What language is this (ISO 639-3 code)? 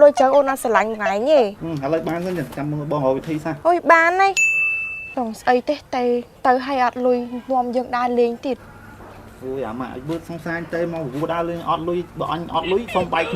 khm